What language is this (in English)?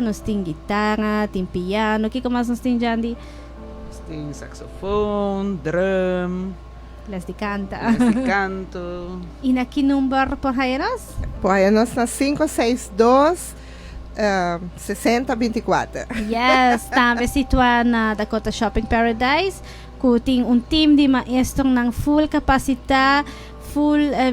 Papiamento